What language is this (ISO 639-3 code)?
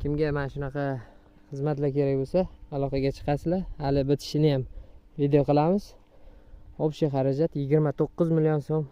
uzb